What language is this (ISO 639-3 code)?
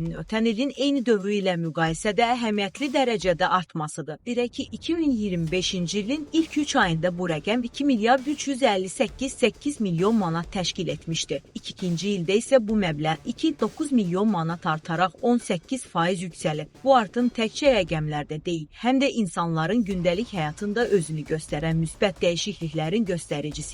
aze